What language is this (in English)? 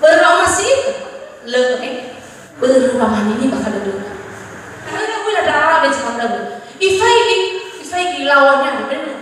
Nias